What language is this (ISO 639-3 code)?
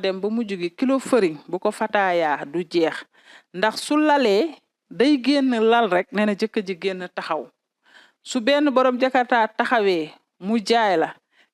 wol